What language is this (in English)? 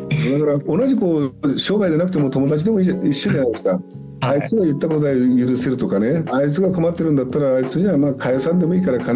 Japanese